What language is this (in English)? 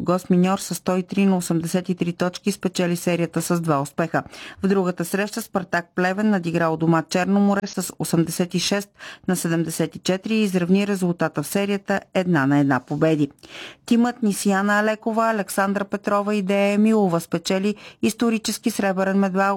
Bulgarian